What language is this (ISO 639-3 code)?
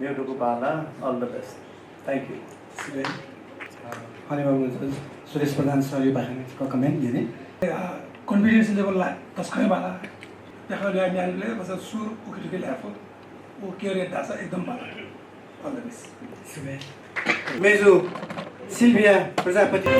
new